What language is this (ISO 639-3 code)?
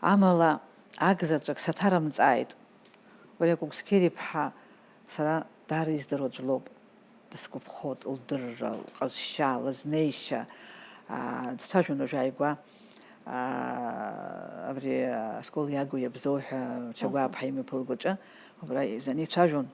abk